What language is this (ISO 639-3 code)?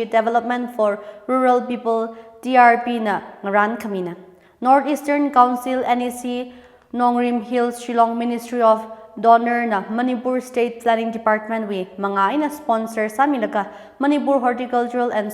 nmf